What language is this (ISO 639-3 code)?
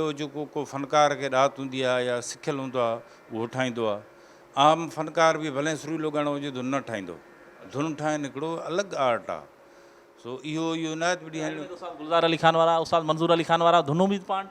snd